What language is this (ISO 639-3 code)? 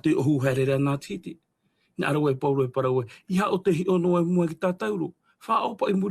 tah